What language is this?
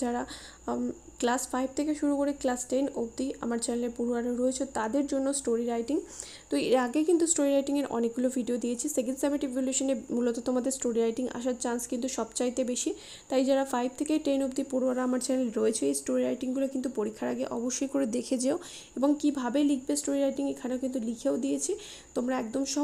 Bangla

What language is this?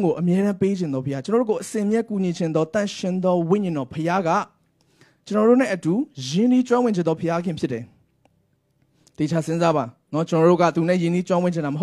Burmese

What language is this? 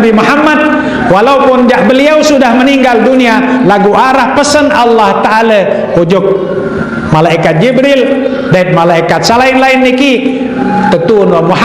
Sasak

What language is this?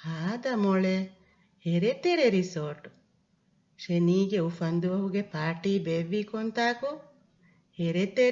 Divehi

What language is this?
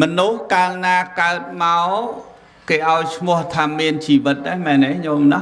Khmer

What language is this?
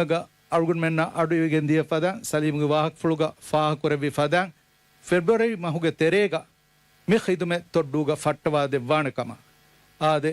Divehi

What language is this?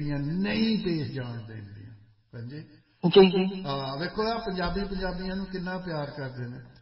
Punjabi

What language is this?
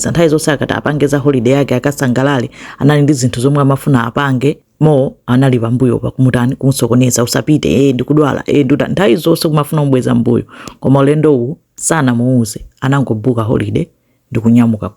Nyanja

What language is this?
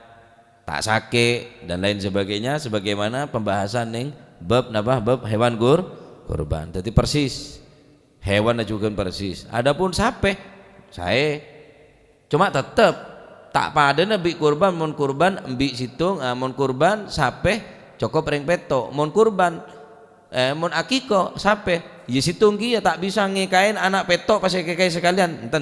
Madurese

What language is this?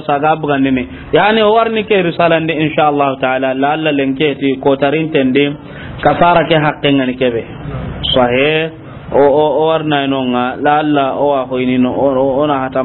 Soninke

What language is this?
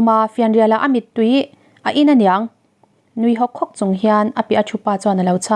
Mizo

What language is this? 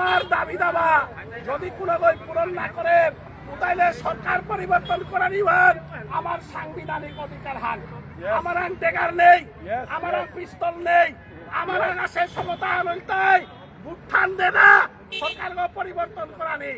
Bishnupriya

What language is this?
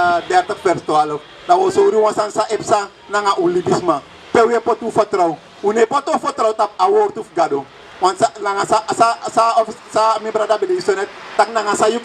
Sranan Tongo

